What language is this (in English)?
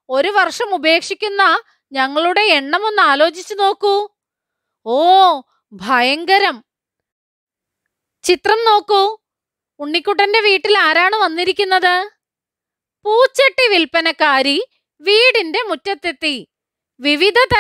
Malayalam